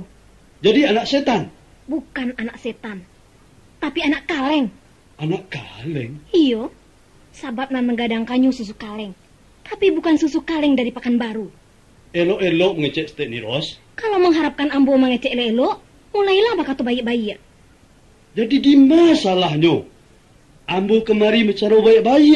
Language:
Minangkabau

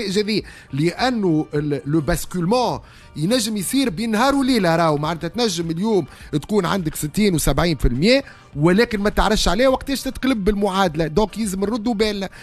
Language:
Tunisian Arabic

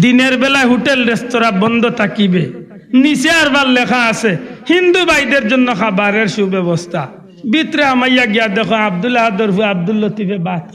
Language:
Sylheti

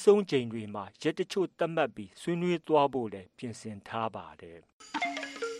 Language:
Burmese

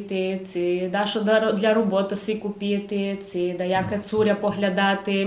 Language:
Rusyn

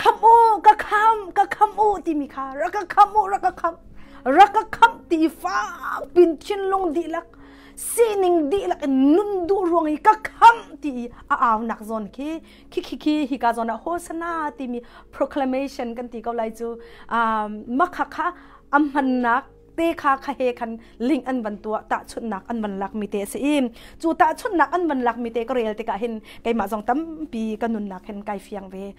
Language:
Hakha Chin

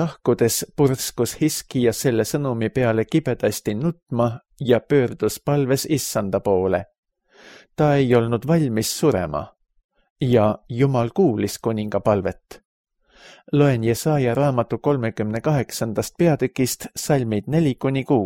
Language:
Estonian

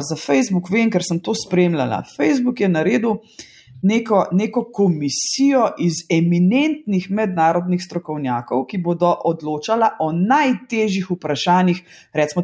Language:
Slovenian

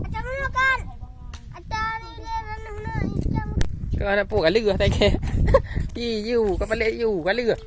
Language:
Achinese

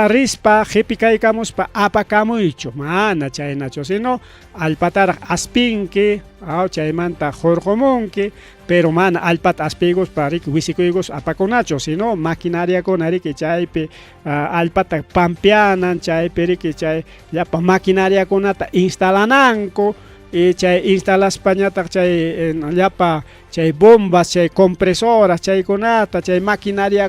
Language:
Ayacucho Quechua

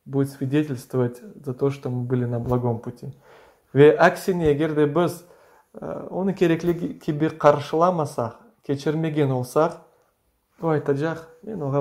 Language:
Crimean Tatar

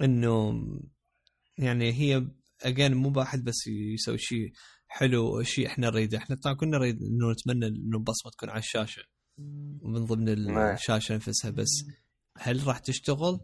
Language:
Mesopotamian Arabic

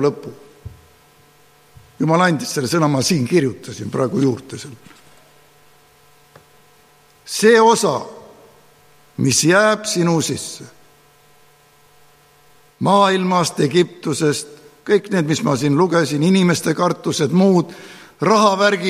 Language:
Estonian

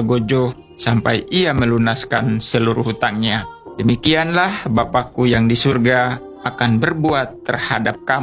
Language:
Indonesian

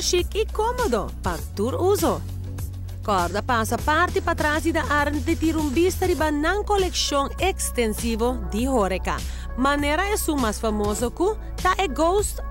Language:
Papiamento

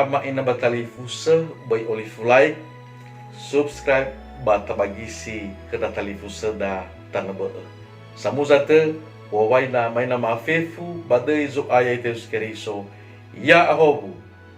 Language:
Nias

